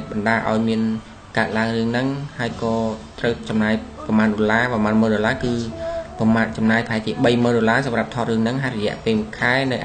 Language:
Khmer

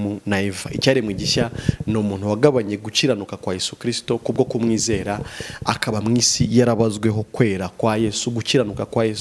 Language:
Kinyarwanda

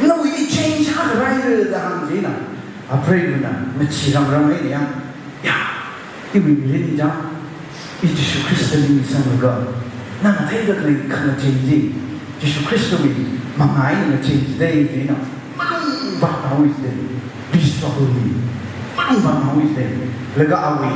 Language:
Tangkhul Naga (India)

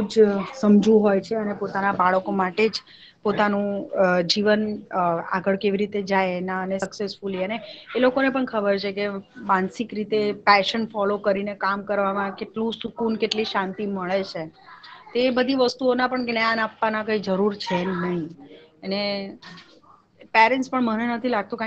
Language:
Gujarati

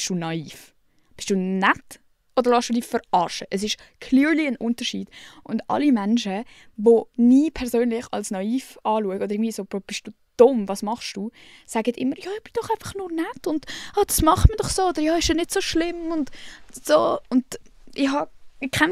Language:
Swiss German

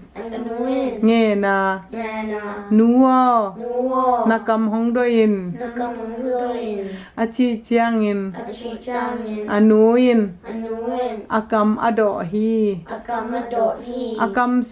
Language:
Tedim Chin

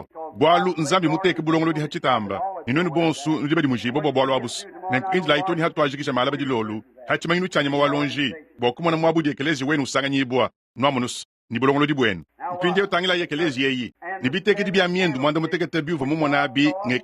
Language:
Luba-Lulua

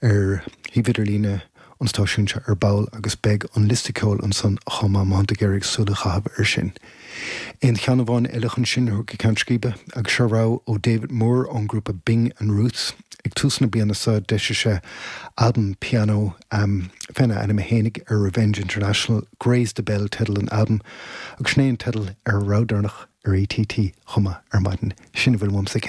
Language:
Irish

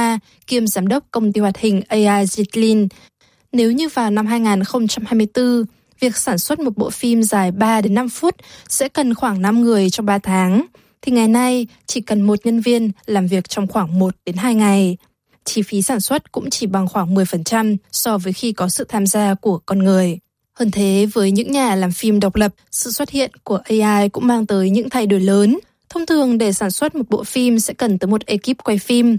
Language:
Vietnamese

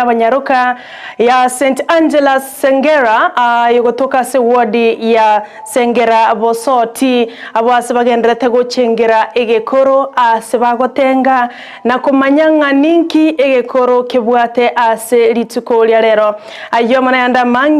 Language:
Gusii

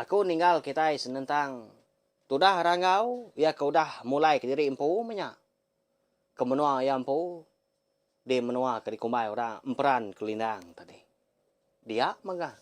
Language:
Iban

